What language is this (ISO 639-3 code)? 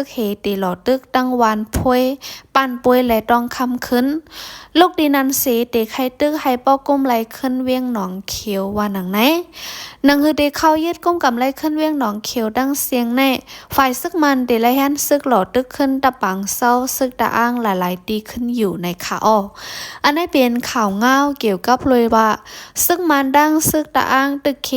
shn